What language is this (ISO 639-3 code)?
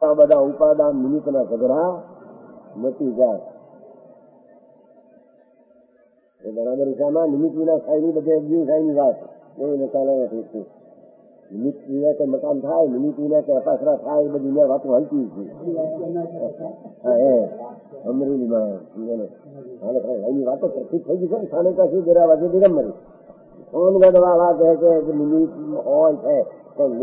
guj